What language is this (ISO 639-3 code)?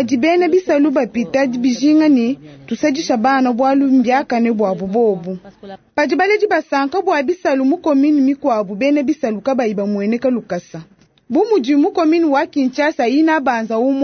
lua